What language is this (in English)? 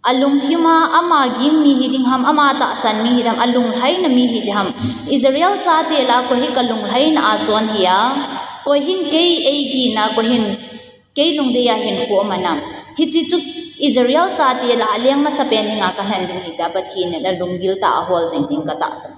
Thado Chin